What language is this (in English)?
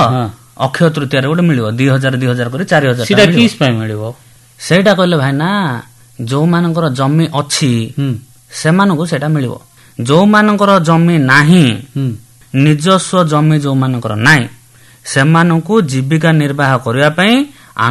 Odia